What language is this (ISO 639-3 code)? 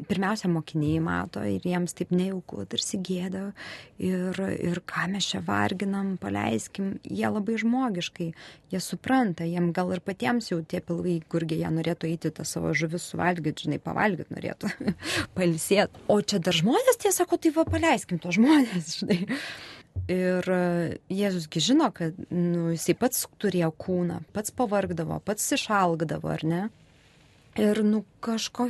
lit